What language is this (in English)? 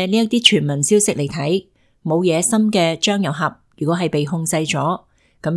Cantonese